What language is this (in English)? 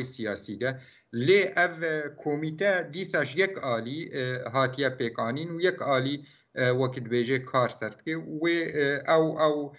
Kurdish